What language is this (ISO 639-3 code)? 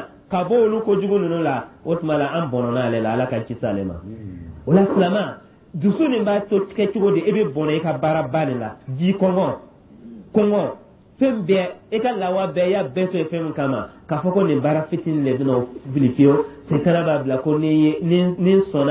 dyu